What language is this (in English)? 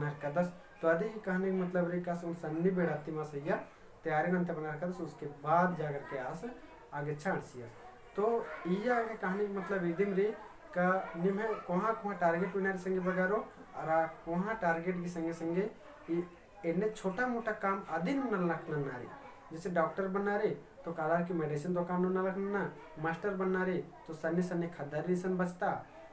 Kurukh